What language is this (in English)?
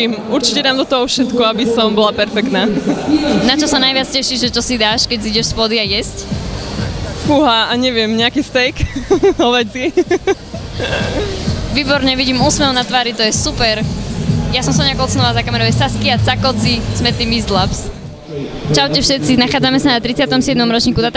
Slovak